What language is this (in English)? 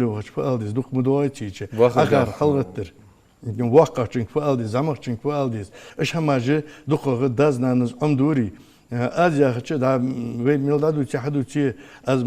Ingush